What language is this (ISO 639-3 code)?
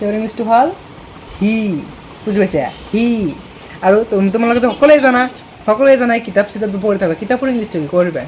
asm